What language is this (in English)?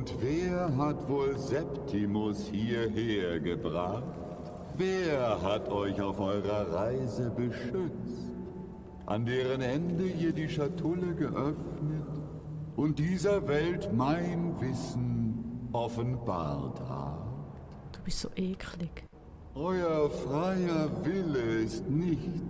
Swiss German